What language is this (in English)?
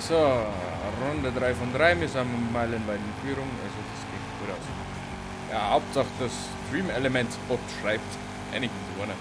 Bavarian